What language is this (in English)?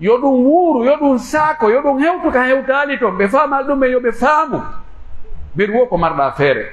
Pular